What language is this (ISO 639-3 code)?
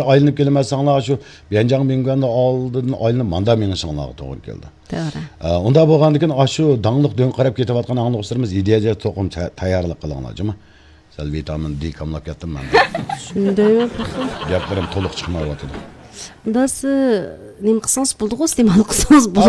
uig